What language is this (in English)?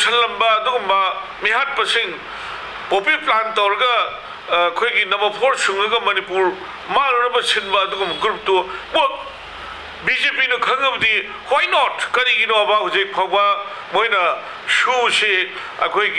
Manipuri